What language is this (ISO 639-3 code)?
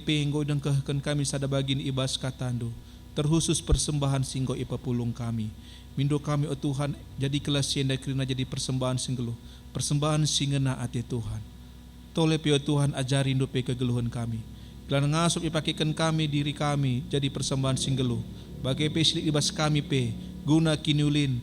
btx